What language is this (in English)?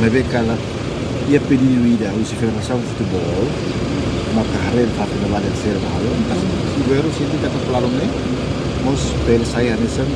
Tetum